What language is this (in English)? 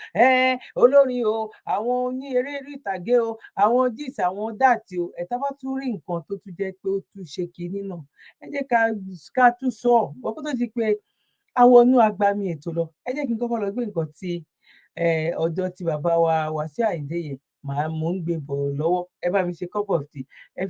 Yoruba